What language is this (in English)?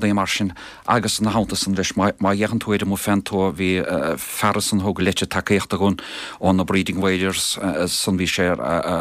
Irish